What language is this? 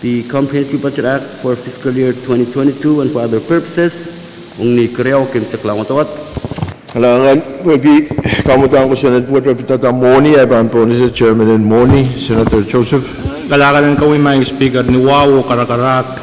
Pohnpeian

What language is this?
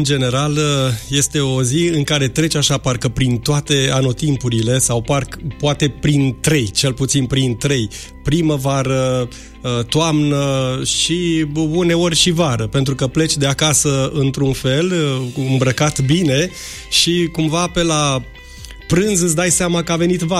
Romanian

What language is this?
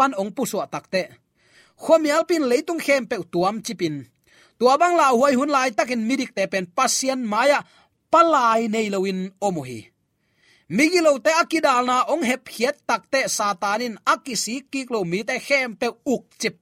Tedim Chin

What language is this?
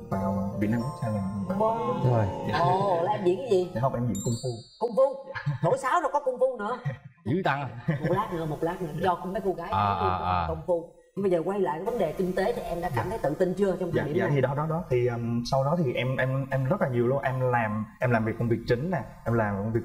Vietnamese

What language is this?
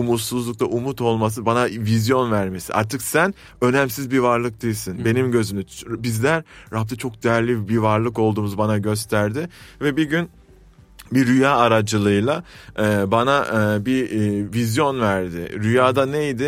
Turkish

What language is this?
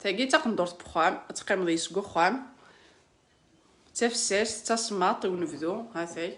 Kabyle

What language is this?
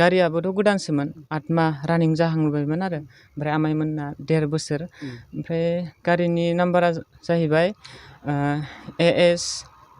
Bodo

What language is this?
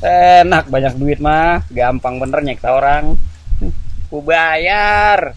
Betawi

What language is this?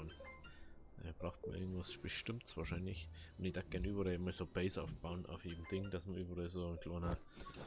Bavarian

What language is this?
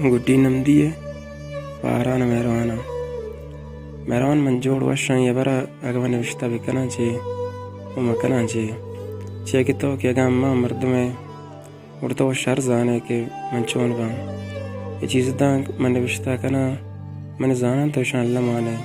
Baluchi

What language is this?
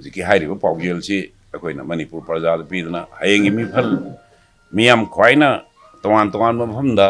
Manipuri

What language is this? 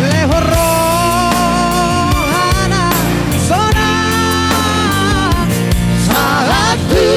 Batak Toba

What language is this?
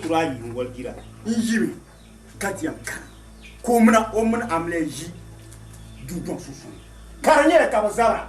Dagbani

